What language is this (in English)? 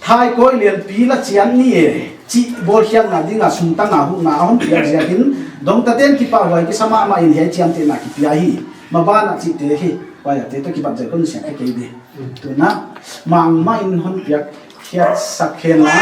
Paite Chin